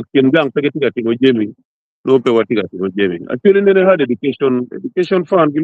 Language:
Acoli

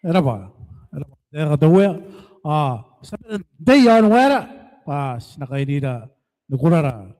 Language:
Gilbertese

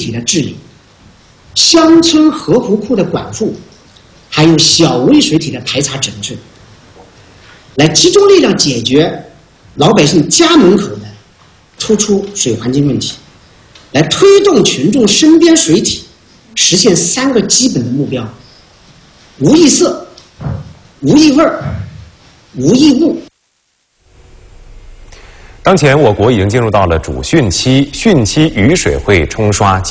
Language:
Chinese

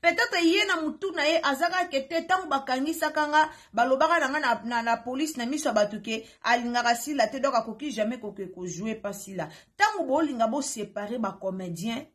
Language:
Lingala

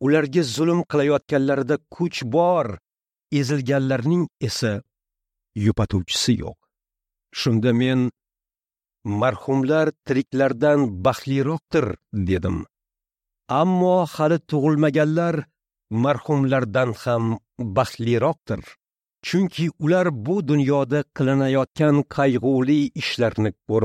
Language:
Uzbek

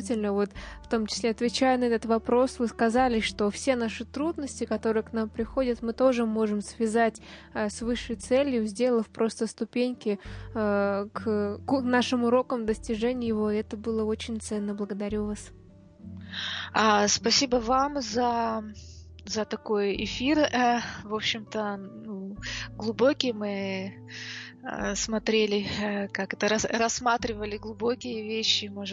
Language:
Russian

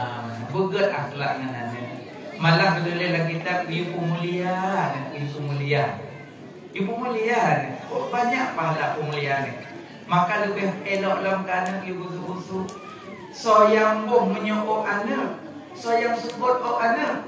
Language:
Achinese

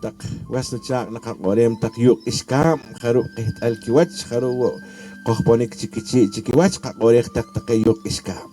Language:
Poqomchi'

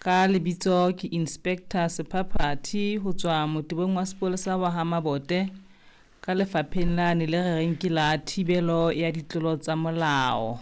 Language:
Southern Sotho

